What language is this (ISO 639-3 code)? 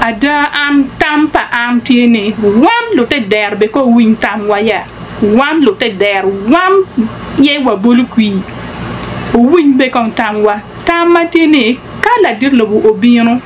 ach